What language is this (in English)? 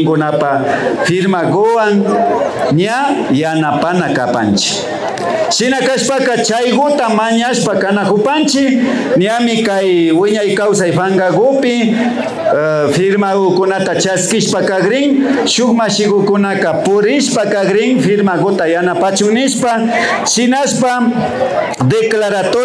Imbabura Highland Quichua